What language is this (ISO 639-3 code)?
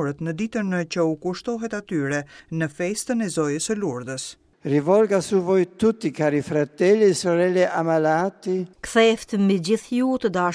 sqi